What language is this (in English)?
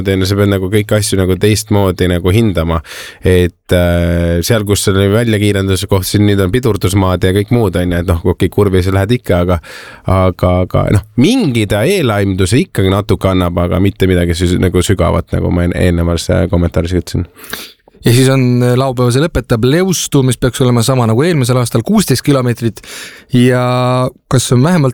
Estonian